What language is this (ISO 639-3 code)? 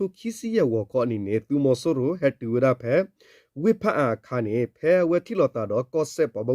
ksw